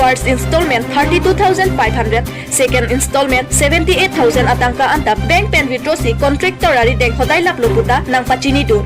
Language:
Karbi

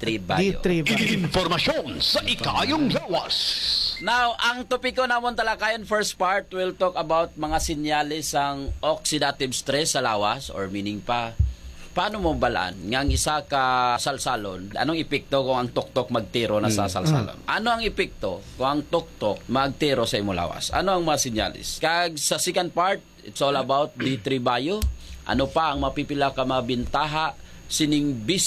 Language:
Hiligaynon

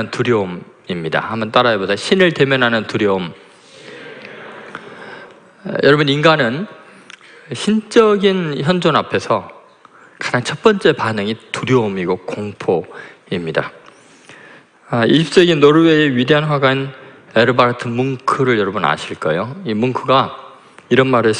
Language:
Korean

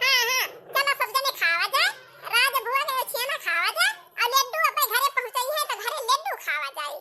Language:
Awadhi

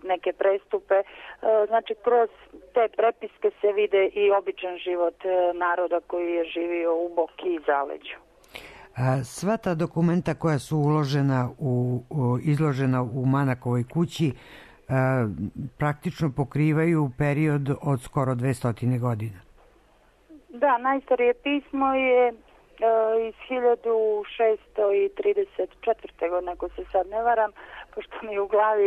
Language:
Serbian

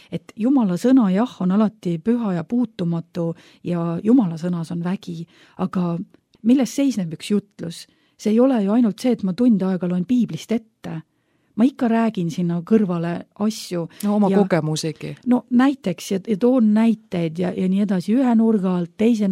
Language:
Estonian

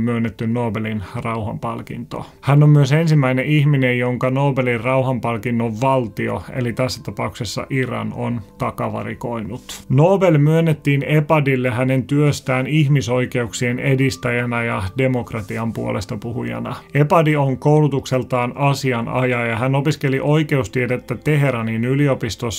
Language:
Finnish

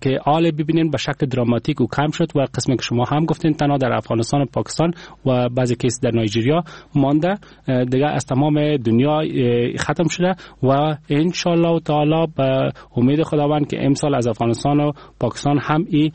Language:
Persian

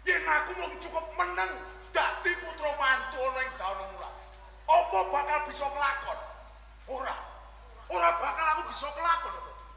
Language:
Javanese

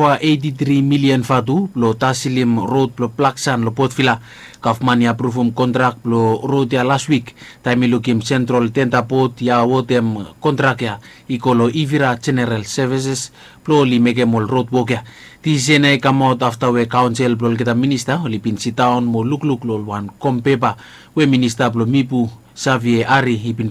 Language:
Bislama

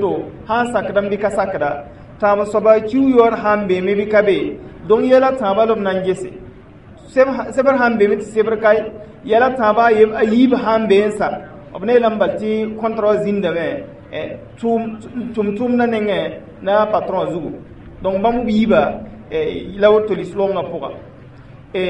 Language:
Mossi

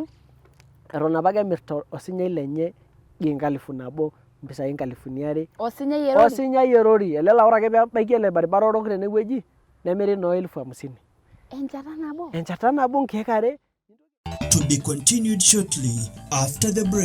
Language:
Masai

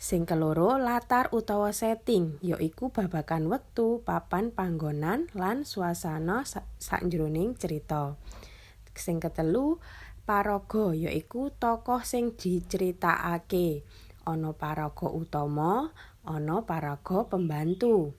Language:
Javanese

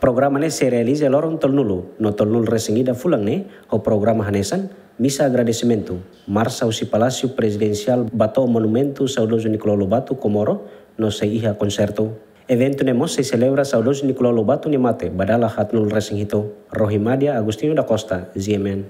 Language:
Tetum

